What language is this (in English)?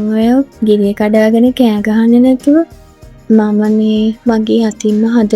Sinhala